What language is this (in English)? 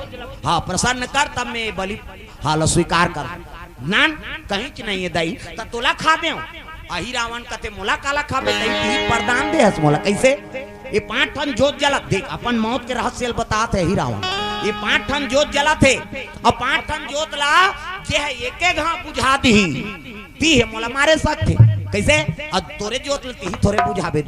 Chhattisgarhi